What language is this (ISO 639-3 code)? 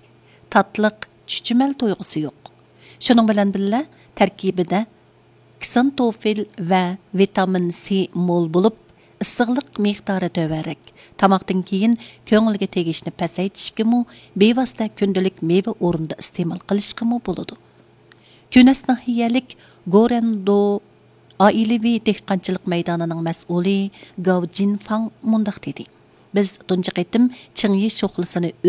uig